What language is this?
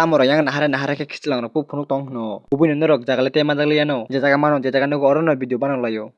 Kok Borok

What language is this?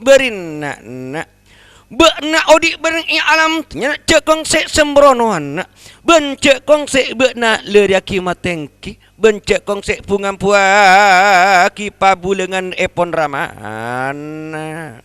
Madurese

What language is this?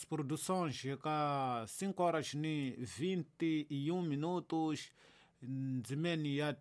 Tsonga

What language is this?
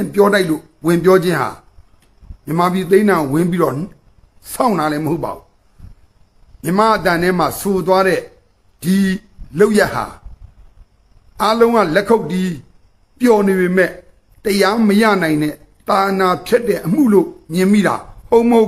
Burmese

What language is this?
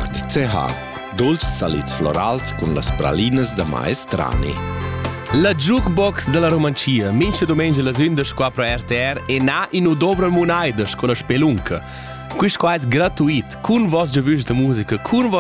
Romansh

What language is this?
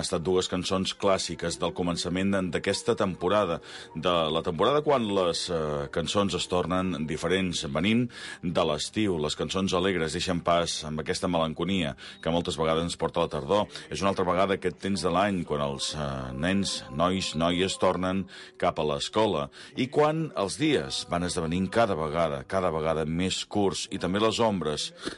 Catalan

